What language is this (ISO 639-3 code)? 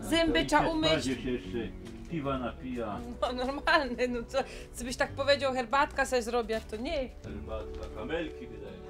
szl